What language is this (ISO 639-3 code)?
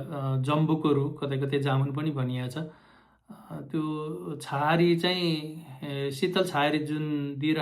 nep